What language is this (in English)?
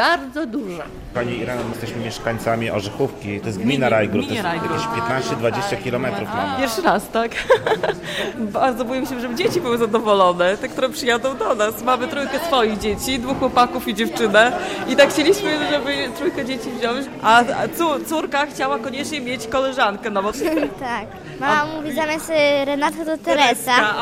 Polish